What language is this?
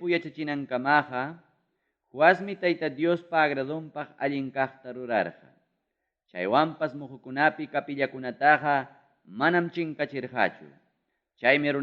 Ayacucho Quechua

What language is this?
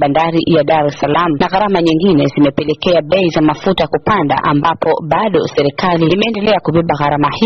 Swahili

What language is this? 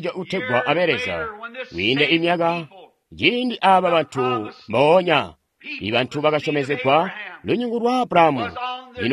Tonga (Zambia)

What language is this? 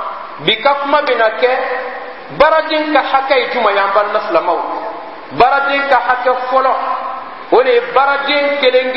Bambara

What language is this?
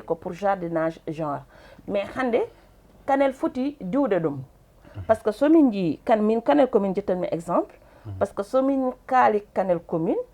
Fula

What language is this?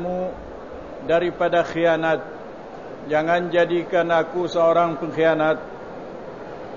Malay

